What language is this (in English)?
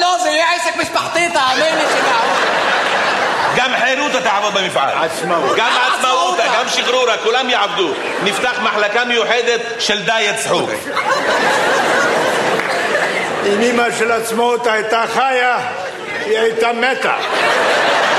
Hebrew